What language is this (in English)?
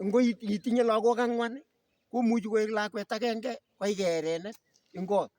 Kalenjin